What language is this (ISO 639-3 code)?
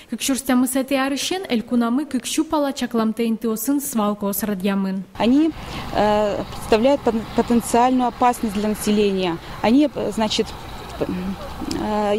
udm